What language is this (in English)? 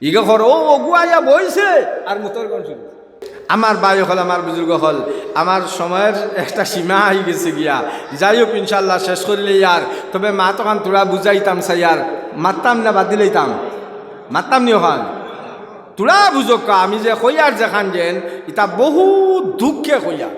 Sylheti